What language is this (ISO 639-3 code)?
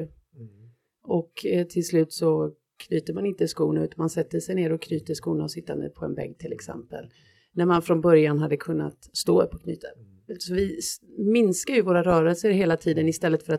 swe